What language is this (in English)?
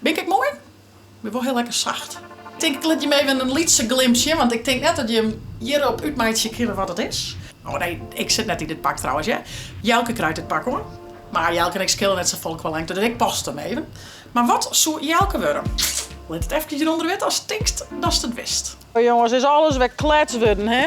Western Frisian